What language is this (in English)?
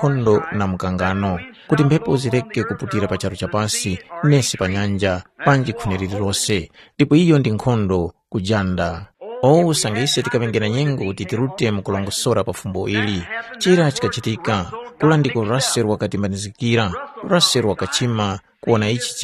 Tumbuka